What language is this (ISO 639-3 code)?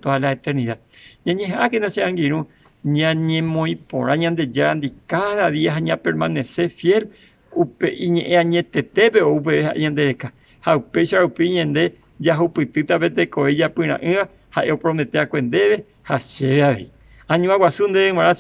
grn